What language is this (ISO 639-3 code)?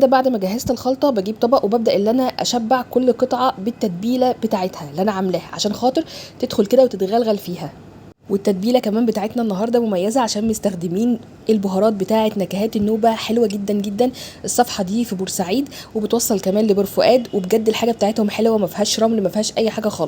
arz